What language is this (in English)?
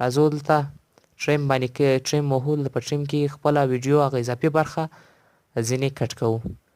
Pashto